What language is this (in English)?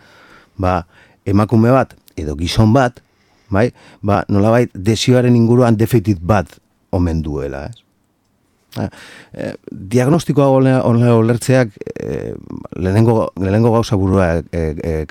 Basque